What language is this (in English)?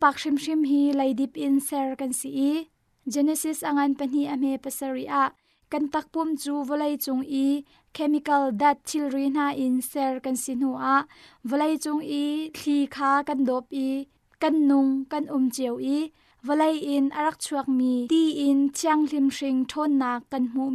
Hakha Chin